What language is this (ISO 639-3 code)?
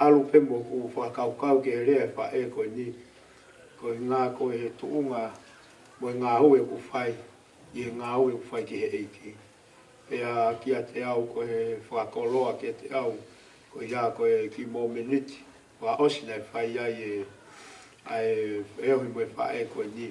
ton